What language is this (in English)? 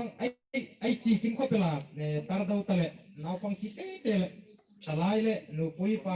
Hmar